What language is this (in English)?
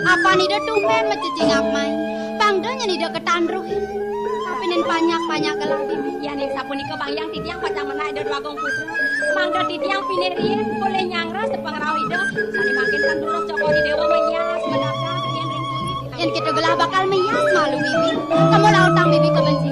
Balinese